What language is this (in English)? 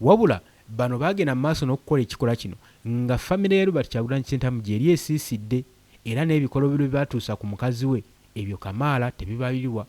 Ganda